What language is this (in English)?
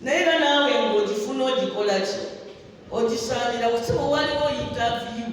Ganda